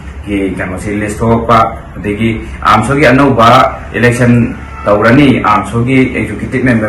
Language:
Manipuri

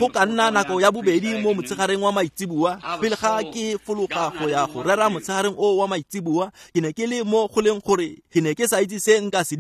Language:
Tswana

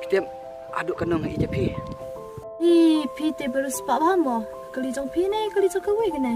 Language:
Khasi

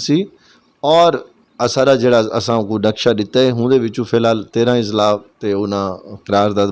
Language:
Saraiki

